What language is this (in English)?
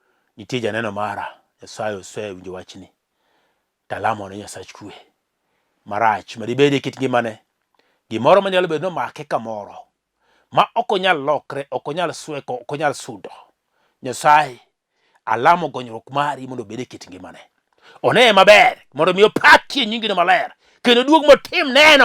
Luo (Kenya and Tanzania)